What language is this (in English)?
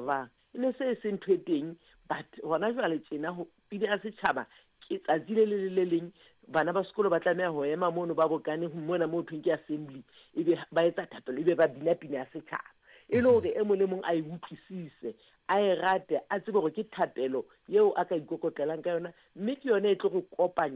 Southern Sotho